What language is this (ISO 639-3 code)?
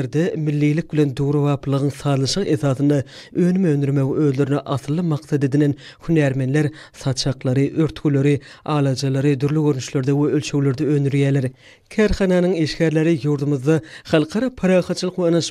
tuk